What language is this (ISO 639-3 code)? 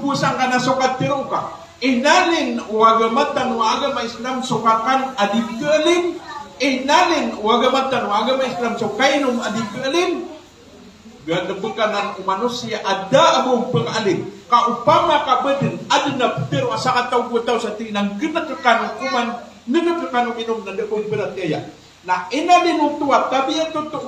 mrw